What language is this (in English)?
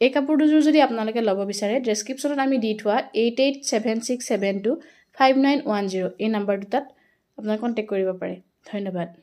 Assamese